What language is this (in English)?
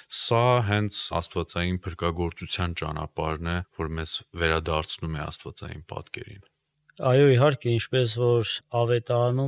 Armenian